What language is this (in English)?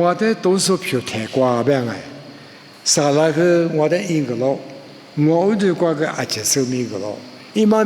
Lisu